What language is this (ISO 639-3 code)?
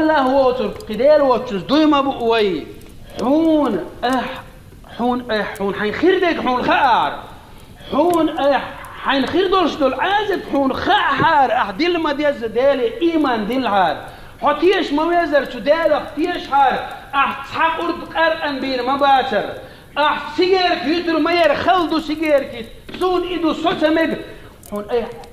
che